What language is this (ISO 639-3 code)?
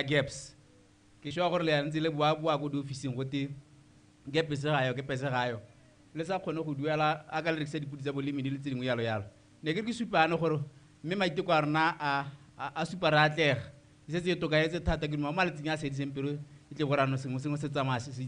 tsn